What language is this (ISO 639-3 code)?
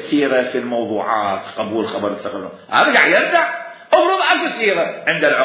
acm